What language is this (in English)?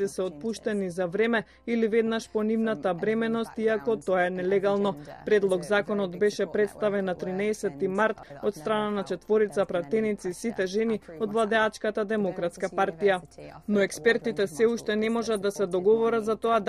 Macedonian